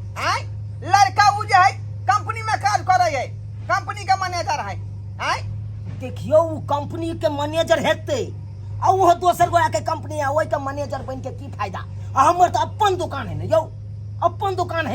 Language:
Maithili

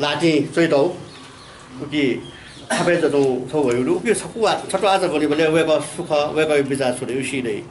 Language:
Newari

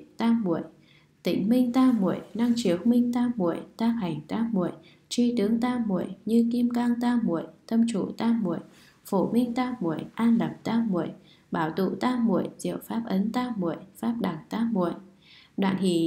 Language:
Vietnamese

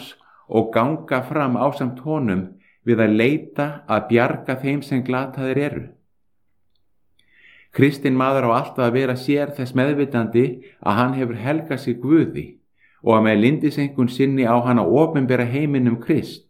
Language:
Icelandic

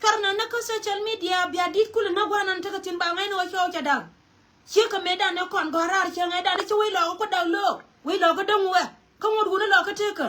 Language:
Nuer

